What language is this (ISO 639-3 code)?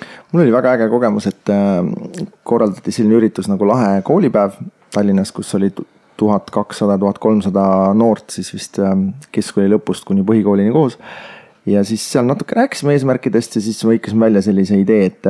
est